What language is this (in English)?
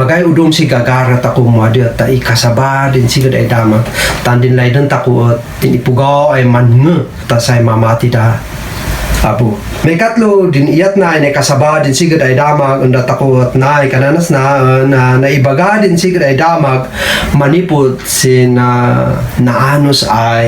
Kankanaey